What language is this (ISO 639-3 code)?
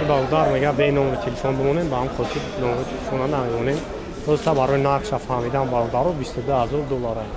tgk